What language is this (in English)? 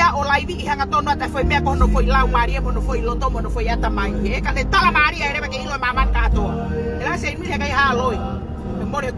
Tongan